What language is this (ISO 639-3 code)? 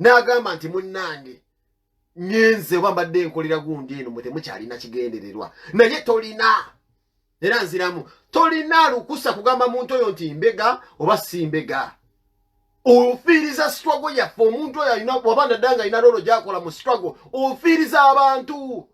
lug